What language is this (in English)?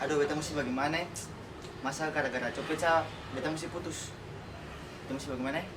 Ambonese Malay